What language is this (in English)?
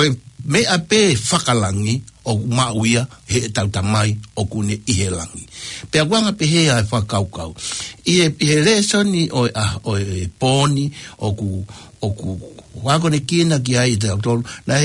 Tongan